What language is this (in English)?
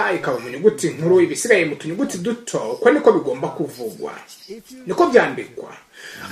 Kinyarwanda